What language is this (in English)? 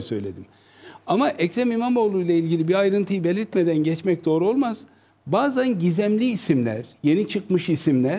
Turkish